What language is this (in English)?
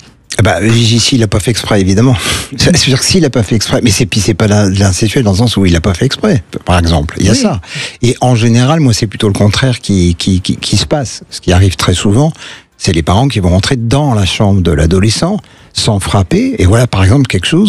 French